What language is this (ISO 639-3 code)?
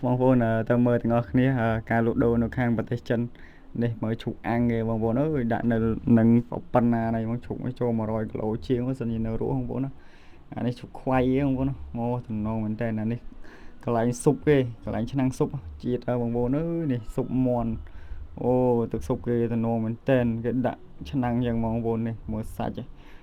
khm